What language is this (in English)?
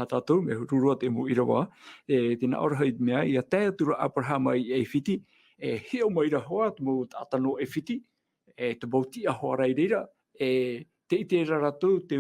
Tahitian